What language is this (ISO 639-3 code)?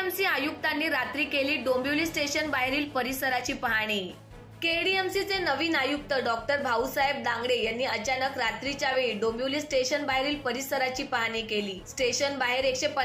mar